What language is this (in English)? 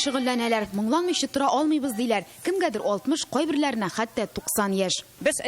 Tatar